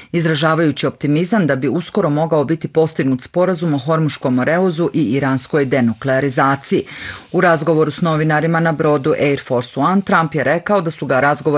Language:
Bosnian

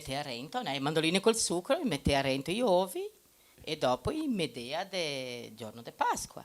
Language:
Venetian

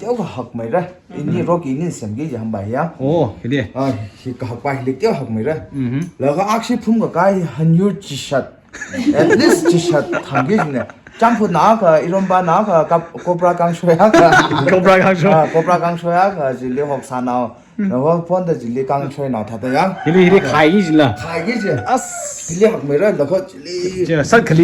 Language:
Tangkhul Naga (India)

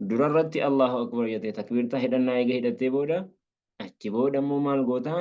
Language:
Oromo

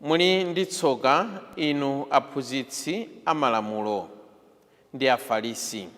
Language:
Nyanja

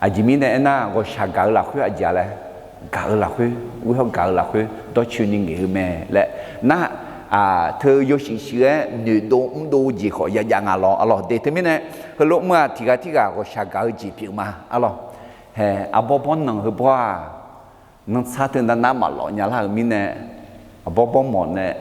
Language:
Akha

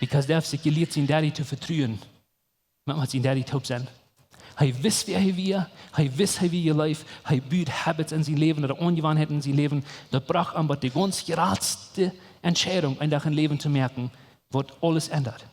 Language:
Plautdietsch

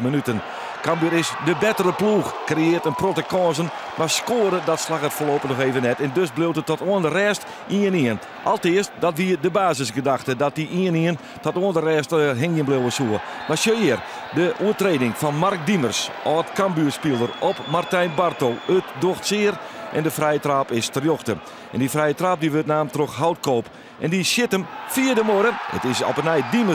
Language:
Western Frisian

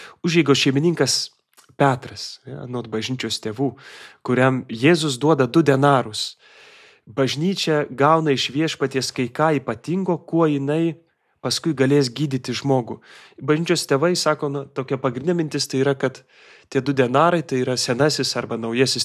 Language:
Lithuanian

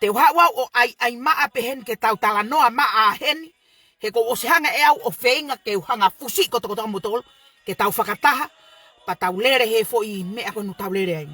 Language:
Tongan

